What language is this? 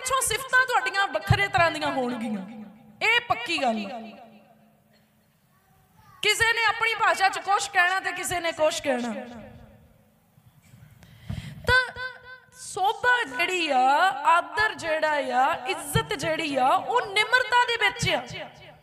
Punjabi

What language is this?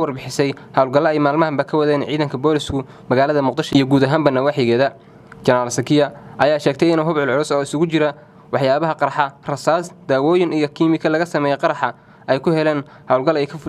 Somali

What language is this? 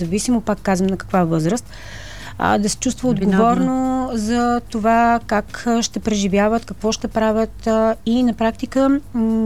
Bulgarian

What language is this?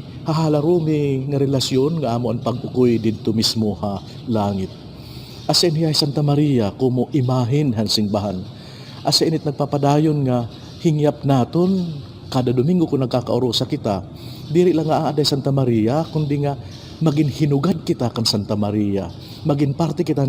Waray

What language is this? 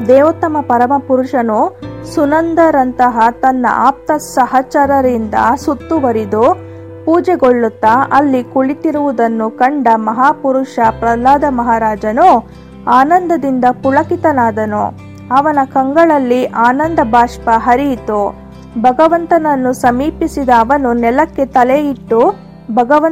Kannada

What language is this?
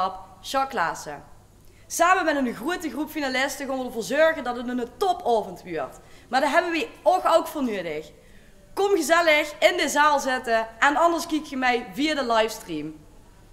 Limburgish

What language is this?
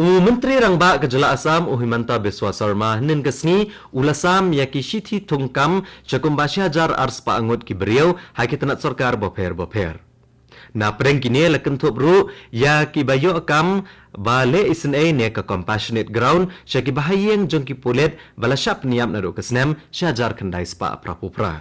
Khasi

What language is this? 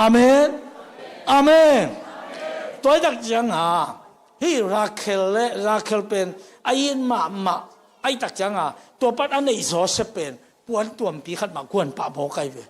Tedim Chin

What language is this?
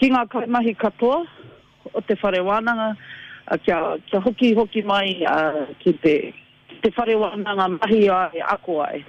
Māori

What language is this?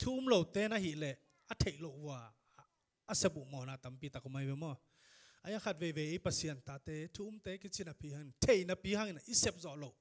Tedim Chin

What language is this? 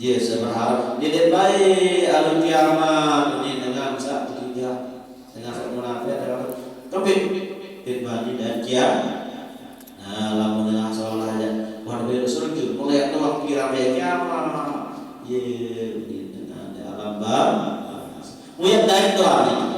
Sasak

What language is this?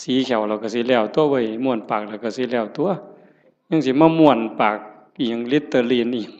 Northeastern Thai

